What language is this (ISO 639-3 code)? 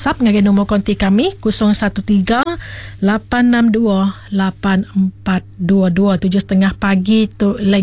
iba